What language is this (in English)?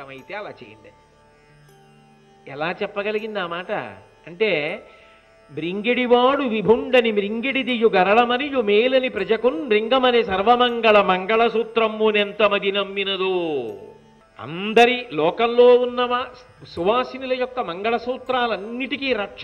Telugu